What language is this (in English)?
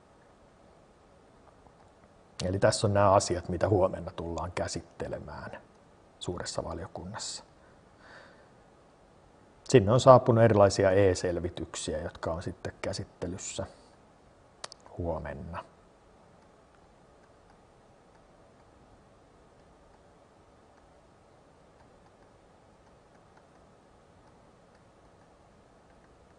Finnish